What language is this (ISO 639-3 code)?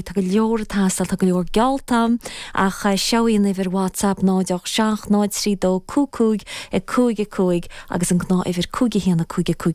gle